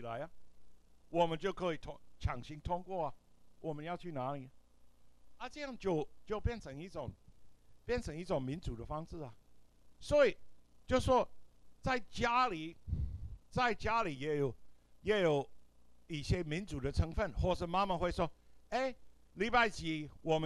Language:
Chinese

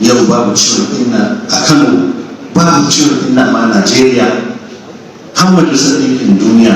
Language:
Hausa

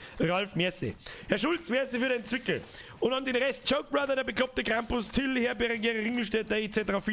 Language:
Bavarian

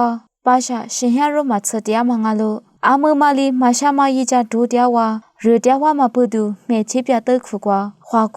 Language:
Lisu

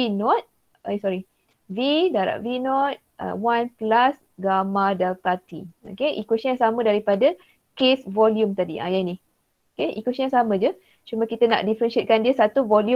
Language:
Malay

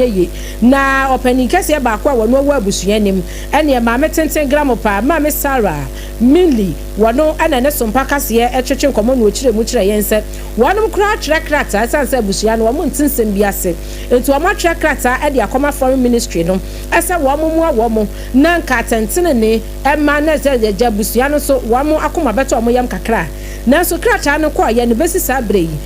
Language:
Akan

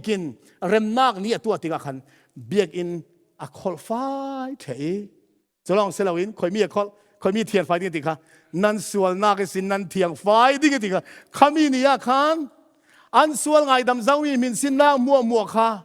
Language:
Falam Chin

